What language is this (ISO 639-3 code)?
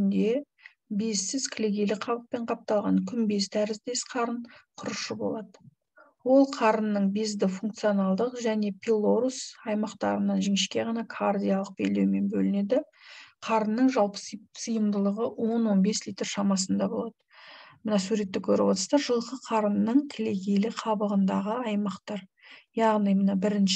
kaz